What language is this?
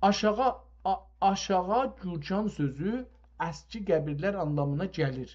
South Azerbaijani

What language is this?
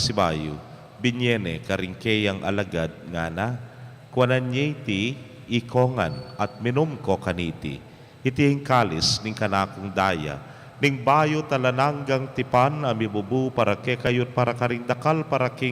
Pampanga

